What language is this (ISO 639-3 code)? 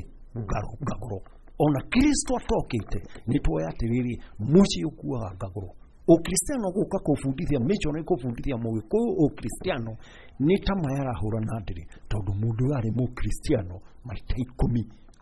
kik